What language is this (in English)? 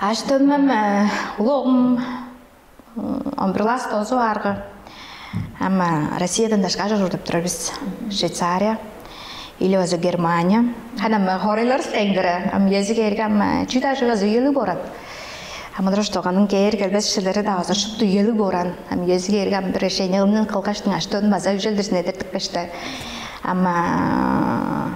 Tuvinian